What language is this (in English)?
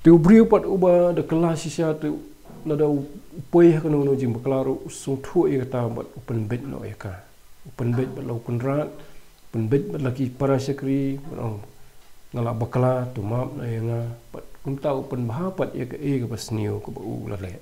Khasi